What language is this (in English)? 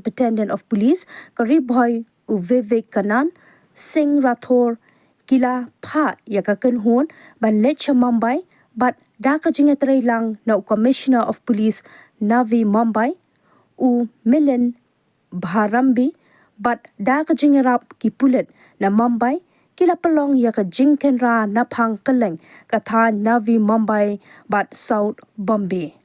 Khasi